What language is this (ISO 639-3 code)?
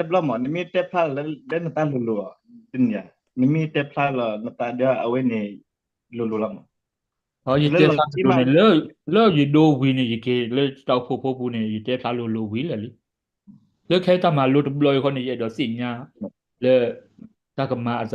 ksw